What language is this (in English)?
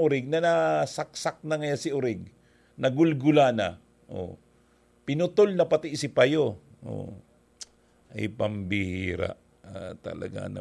Bikol